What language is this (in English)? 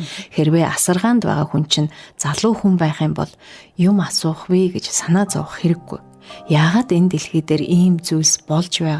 Mongolian